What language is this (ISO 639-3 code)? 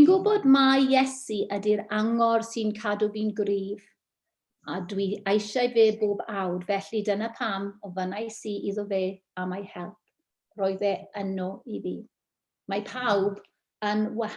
cym